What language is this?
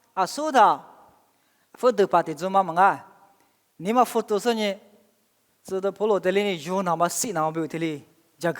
Lisu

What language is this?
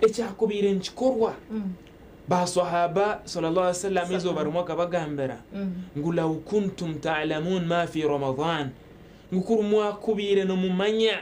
Nyankole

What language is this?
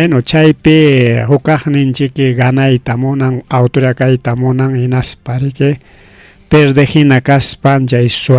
Ayacucho Quechua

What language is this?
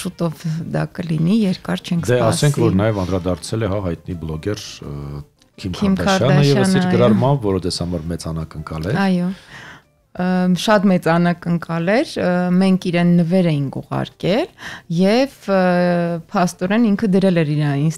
Armenian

